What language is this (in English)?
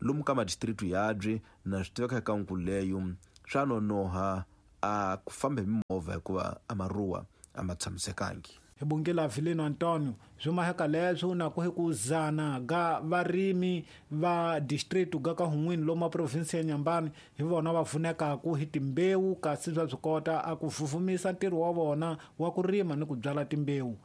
Tsonga